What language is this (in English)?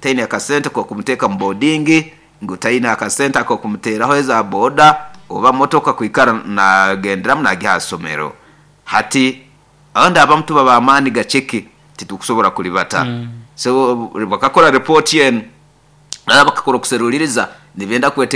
Nyoro